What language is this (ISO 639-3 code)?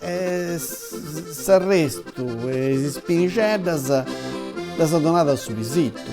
srd